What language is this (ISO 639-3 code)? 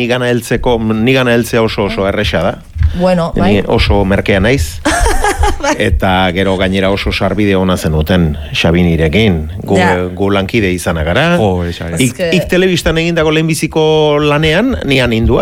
eus